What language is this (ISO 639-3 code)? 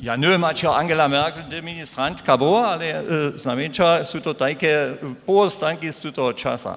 hsb